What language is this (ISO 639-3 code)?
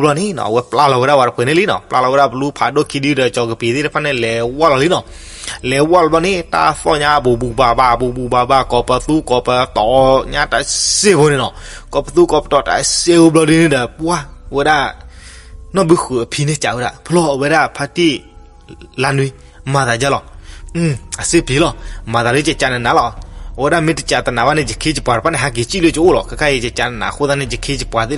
ksw